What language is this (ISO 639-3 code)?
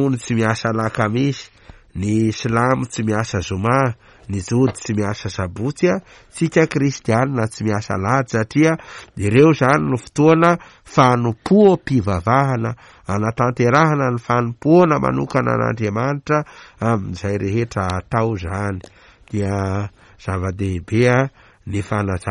mlg